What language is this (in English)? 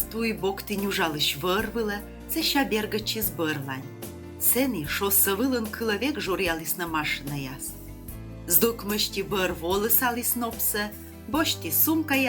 Komi